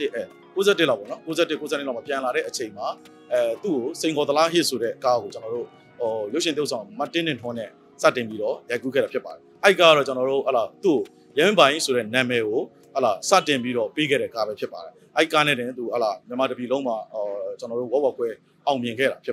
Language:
Burmese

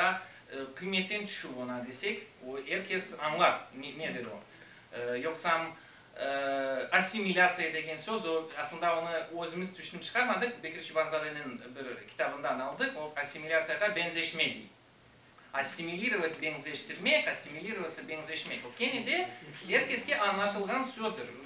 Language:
Crimean Tatar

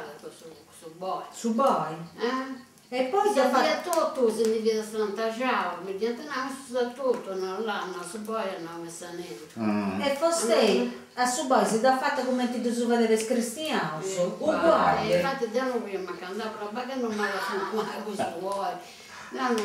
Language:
Sardinian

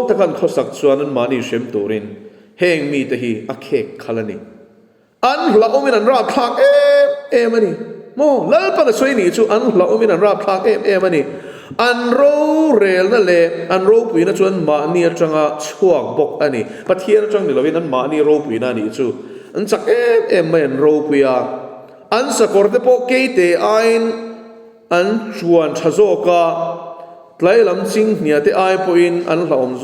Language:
Mizo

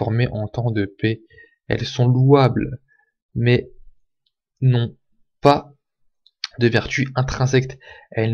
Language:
French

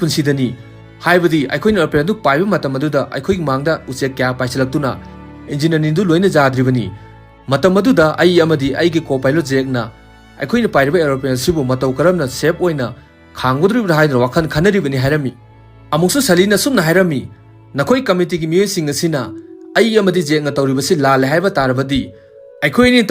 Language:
Manipuri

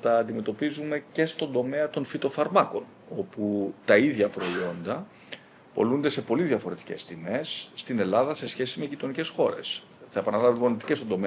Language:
Greek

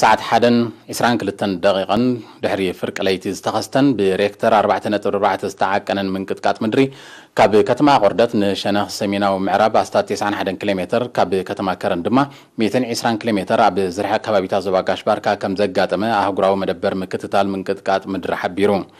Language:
Tigrinya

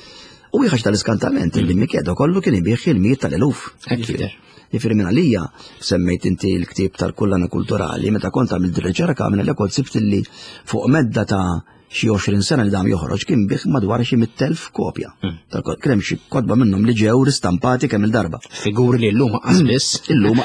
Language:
Maltese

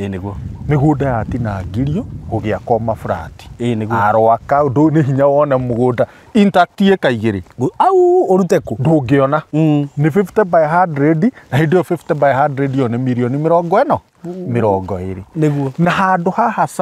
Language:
Kikuyu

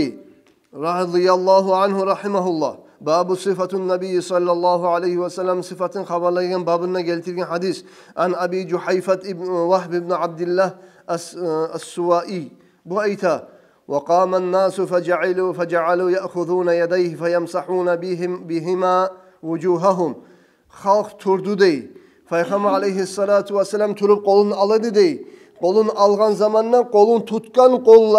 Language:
Kumyk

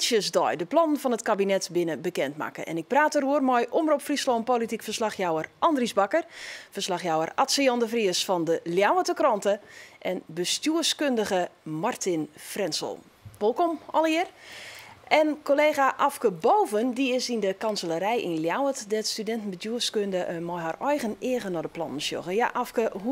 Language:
Western Frisian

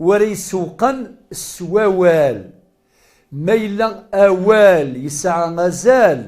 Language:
Kabyle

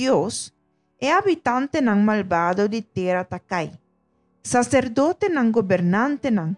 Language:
Papiamento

